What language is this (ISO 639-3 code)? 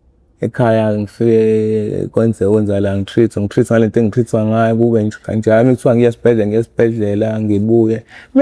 zul